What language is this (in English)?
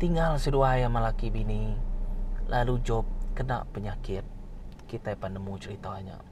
Iban